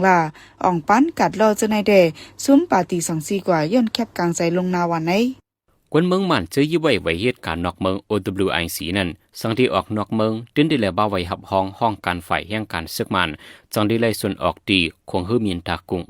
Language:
Shan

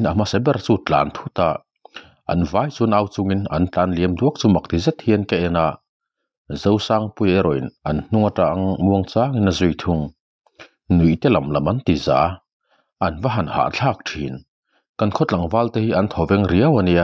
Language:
Mizo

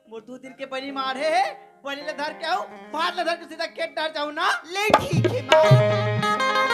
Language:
Chhattisgarhi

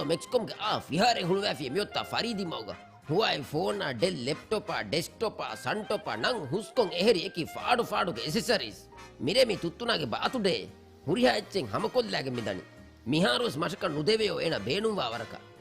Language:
Divehi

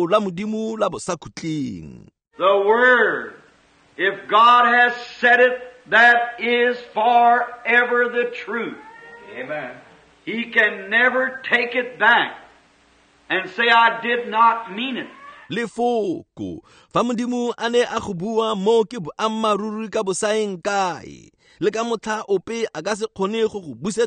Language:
Tswana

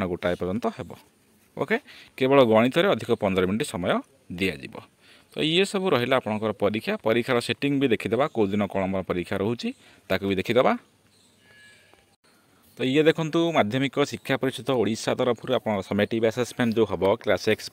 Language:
Odia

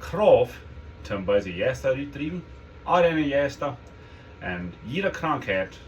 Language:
Plautdietsch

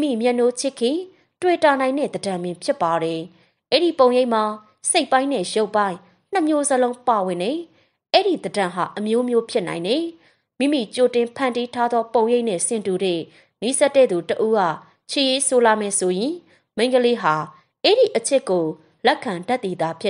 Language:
Burmese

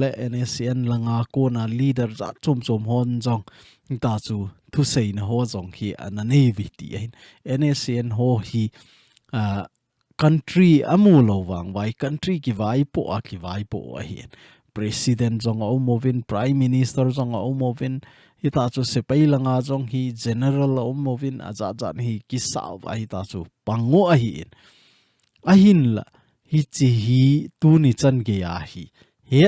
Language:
Thado Chin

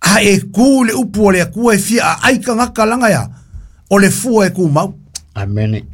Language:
Samoan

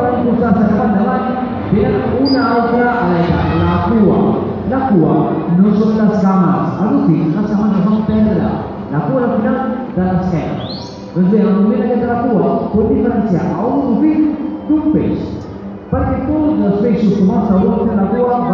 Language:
Catalan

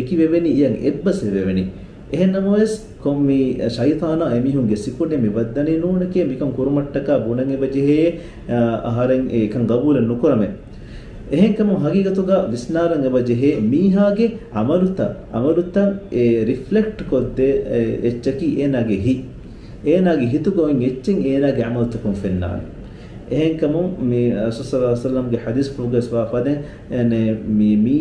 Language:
Divehi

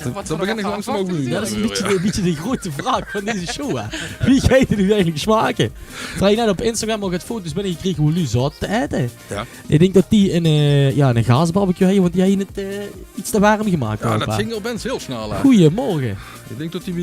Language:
Limburgish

